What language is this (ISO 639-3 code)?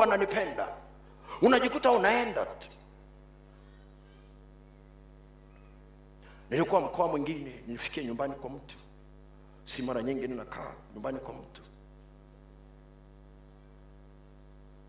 swa